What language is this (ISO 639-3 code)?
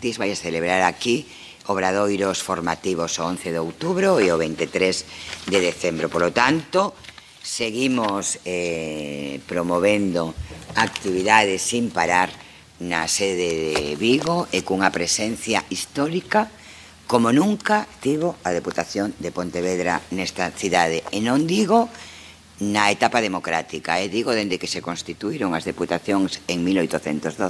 glg